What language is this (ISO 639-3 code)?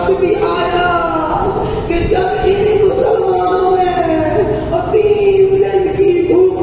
urd